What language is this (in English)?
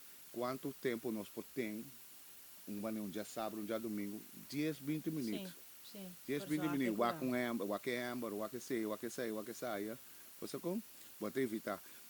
Papiamento